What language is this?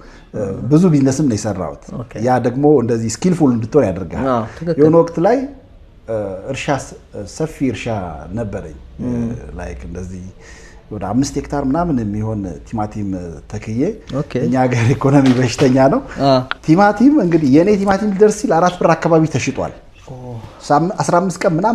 Amharic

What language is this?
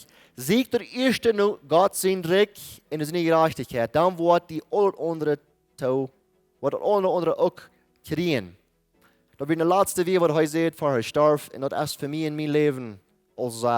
Plautdietsch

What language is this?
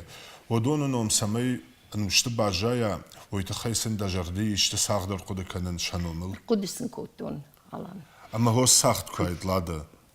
Ossetic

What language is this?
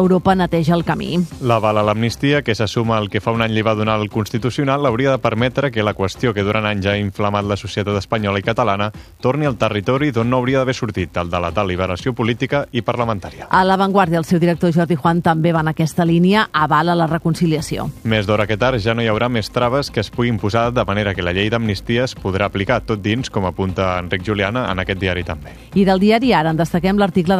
Catalan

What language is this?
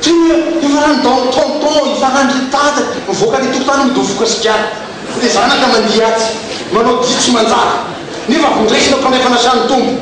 Malagasy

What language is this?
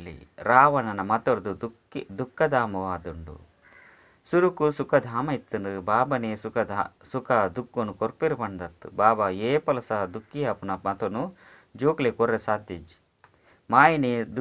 Tulu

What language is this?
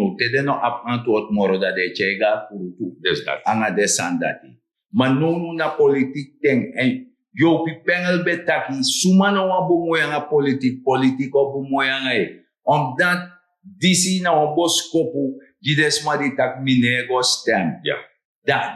Sranan Tongo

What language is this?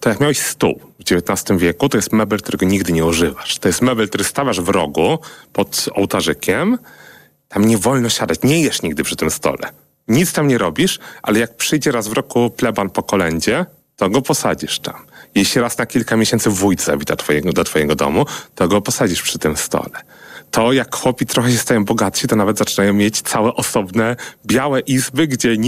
Polish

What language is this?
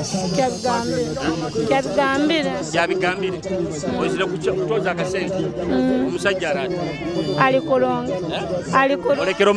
Nyoro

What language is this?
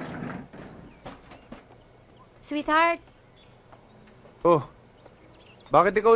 Filipino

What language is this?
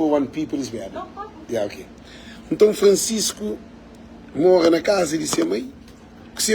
Kabuverdianu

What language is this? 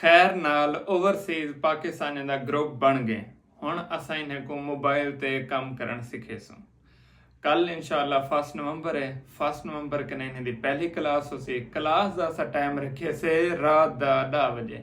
Saraiki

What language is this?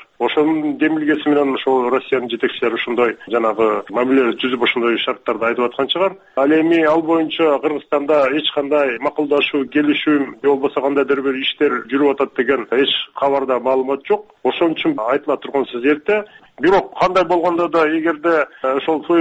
Kyrgyz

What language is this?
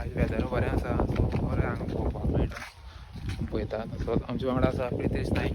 Konkani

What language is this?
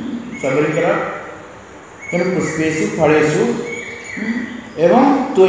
Odia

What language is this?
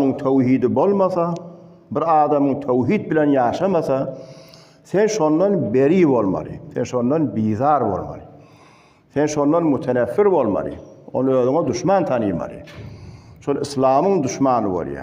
Turkmen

